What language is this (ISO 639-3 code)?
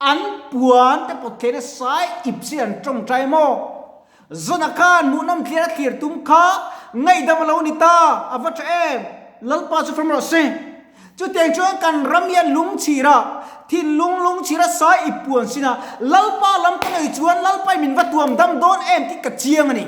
lus